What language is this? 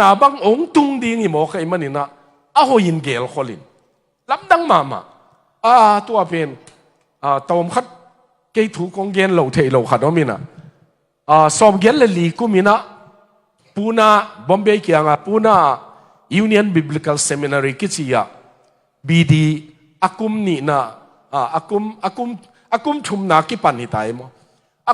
Tedim Chin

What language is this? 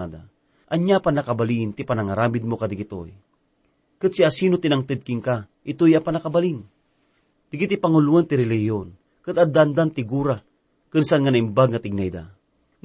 Iloko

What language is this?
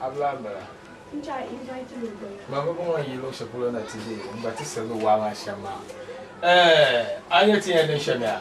Dagbani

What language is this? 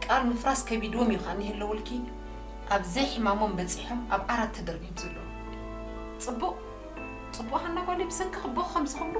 Tigrinya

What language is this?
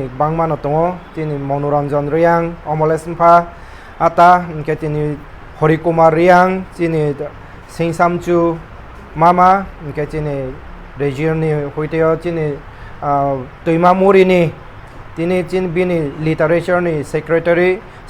Riang (India)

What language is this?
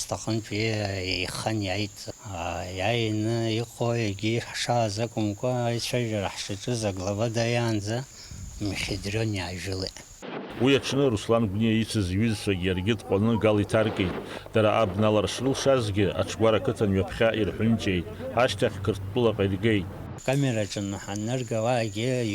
Abkhazian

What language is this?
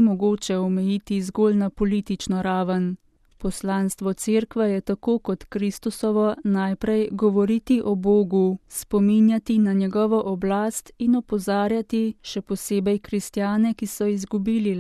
Slovenian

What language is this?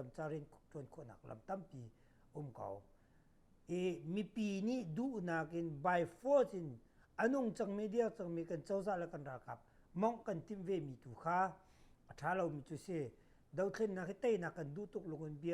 Hakha Chin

